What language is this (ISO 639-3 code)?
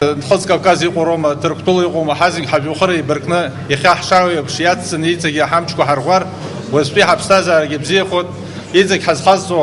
abk